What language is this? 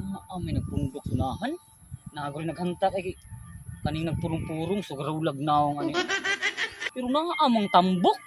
Cebuano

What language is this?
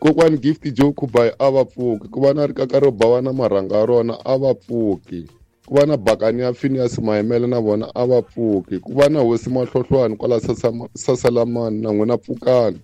Tsonga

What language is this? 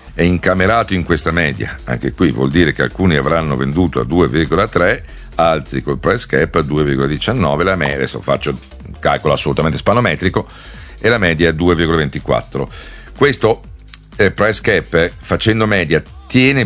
Italian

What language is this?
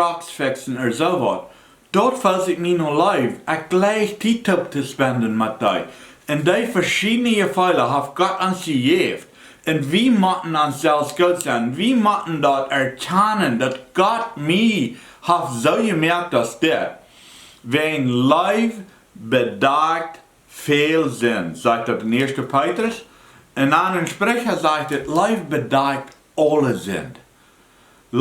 Plautdietsch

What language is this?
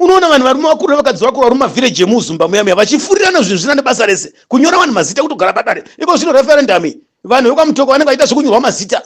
Shona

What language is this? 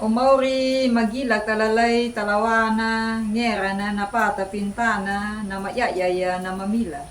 Anakalangu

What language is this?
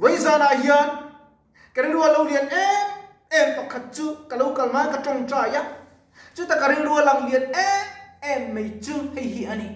Mizo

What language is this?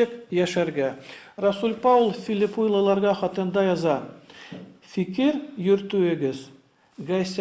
Tatar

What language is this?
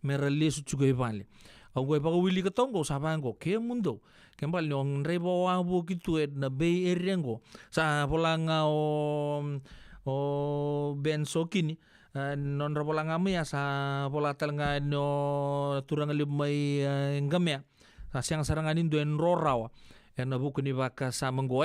Fijian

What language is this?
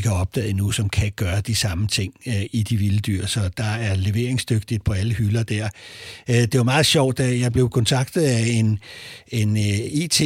Danish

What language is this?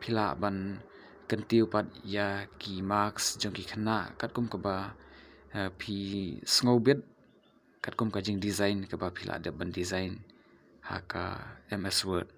Khasi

